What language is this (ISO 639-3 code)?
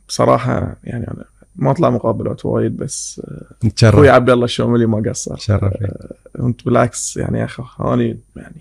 afb